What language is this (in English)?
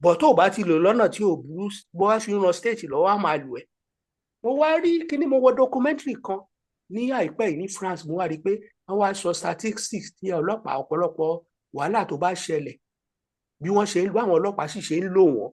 Yoruba